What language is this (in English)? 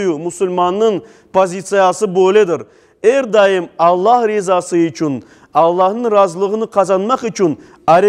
Crimean Tatar